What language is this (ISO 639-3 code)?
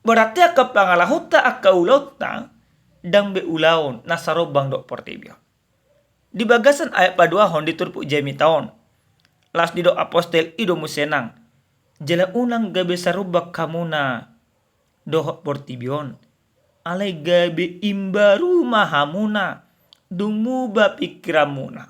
bbc